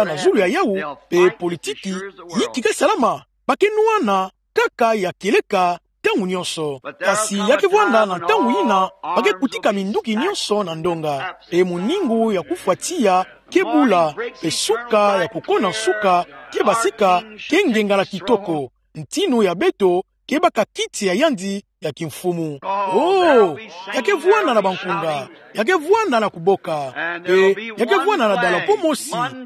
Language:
Kituba (Democratic Republic of Congo)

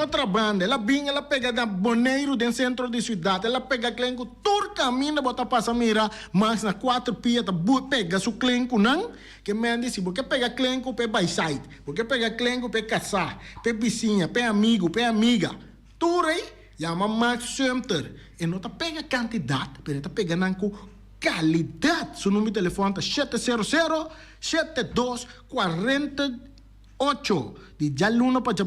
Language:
Papiamento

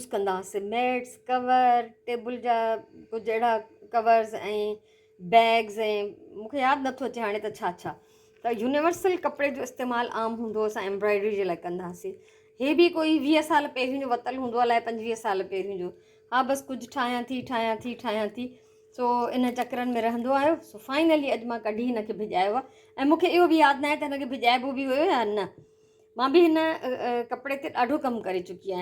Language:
Sindhi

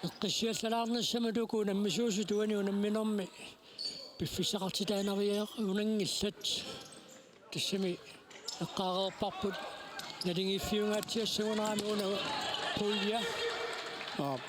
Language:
Kalaallisut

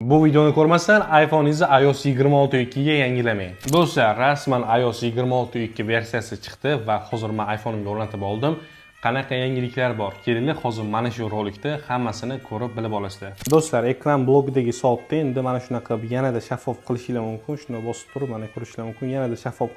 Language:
Uzbek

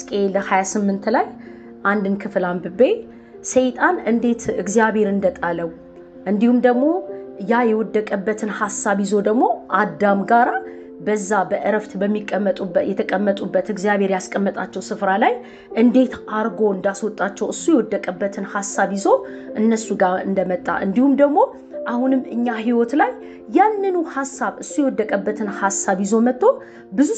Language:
Amharic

